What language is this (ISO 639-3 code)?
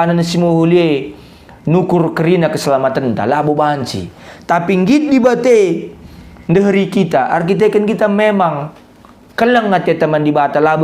btx